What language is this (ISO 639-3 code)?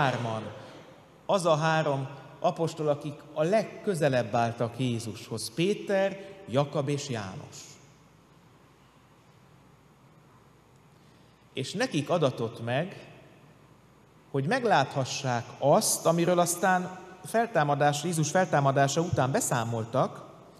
hun